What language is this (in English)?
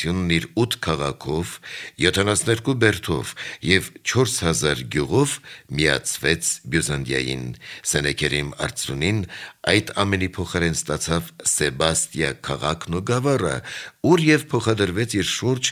Armenian